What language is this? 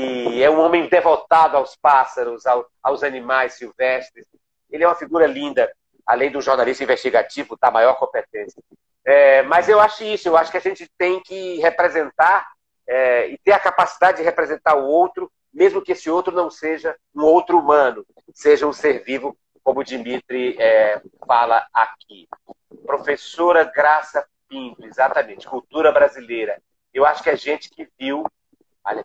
Portuguese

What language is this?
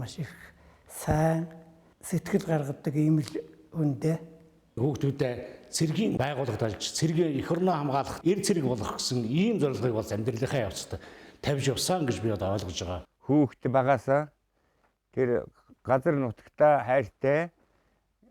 Mongolian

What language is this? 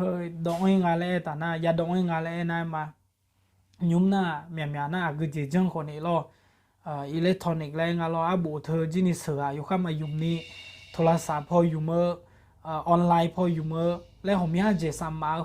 Akha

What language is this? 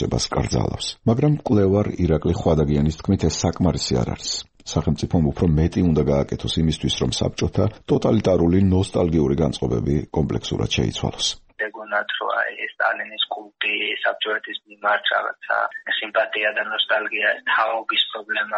Georgian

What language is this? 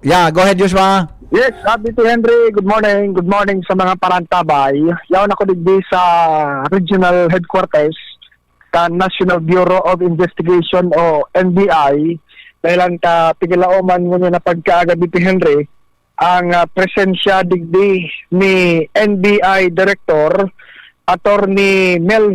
Bikol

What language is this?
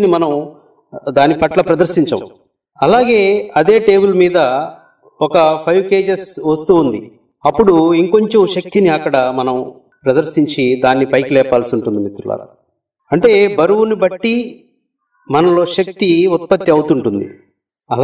Telugu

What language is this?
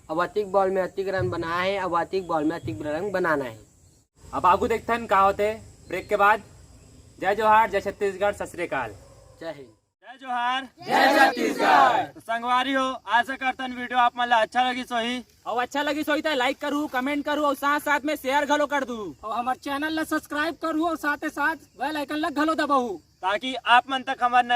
Chhattisgarhi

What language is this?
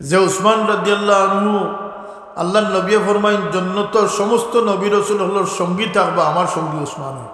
Sylheti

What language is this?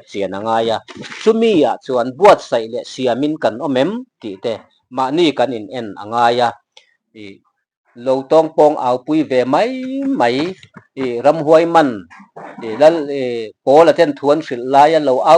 Mizo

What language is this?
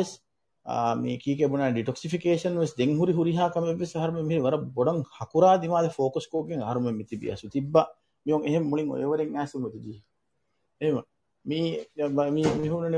Divehi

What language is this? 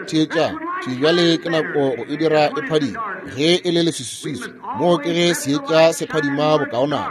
Northern Sotho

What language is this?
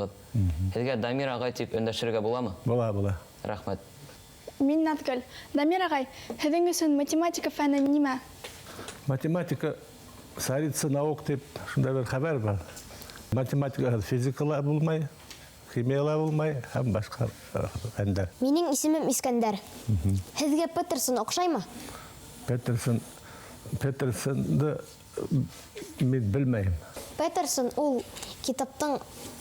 Bashkir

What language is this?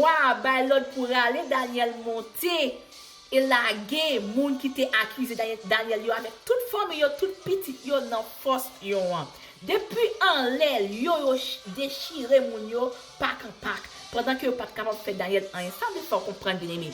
Haitian Creole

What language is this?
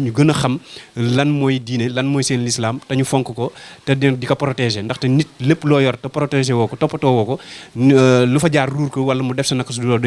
Wolof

